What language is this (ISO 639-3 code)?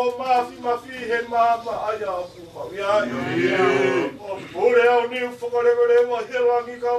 ton